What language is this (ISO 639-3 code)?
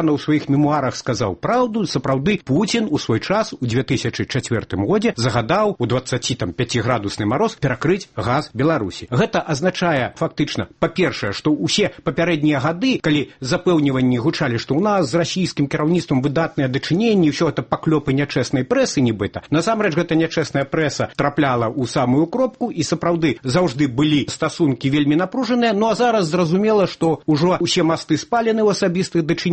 bel